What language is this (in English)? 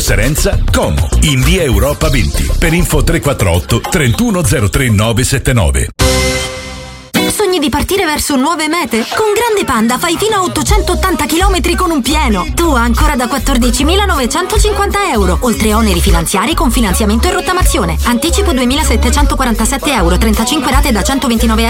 Italian